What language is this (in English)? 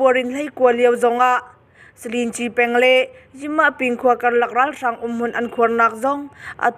Hakha Chin